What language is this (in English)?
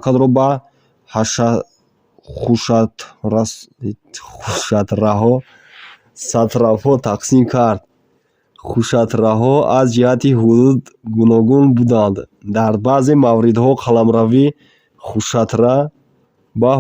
Tajik